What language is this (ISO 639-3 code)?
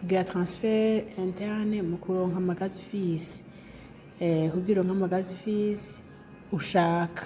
run